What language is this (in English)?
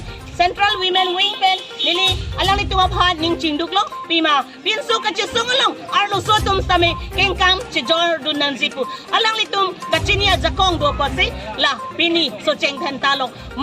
Karbi